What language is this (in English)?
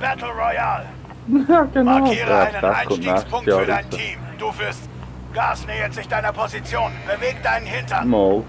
Swiss German